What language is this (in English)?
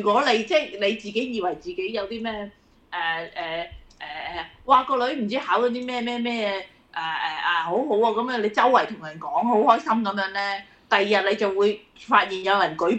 Cantonese